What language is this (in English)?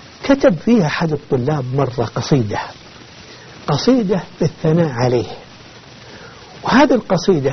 Arabic